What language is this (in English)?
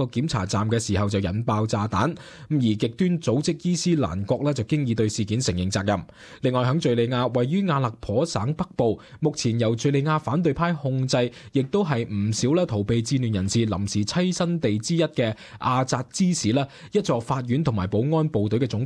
Cantonese